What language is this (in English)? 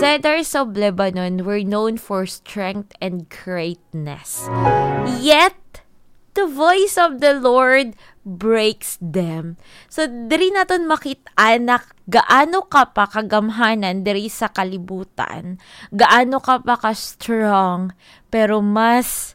Hiligaynon